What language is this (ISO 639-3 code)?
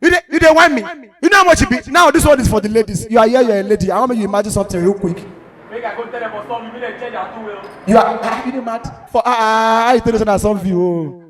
pcm